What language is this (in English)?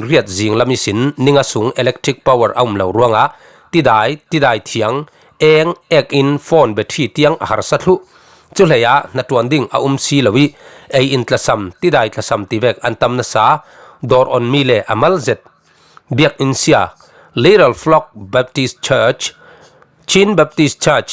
Falam Chin